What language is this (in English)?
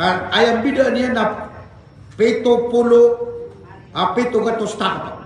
Maranao